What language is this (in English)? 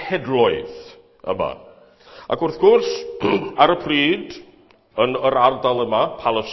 Welsh